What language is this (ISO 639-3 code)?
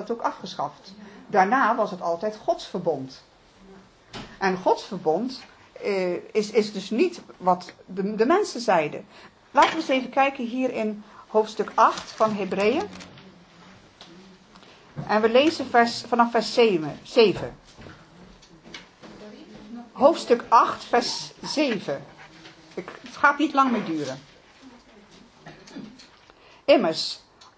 nld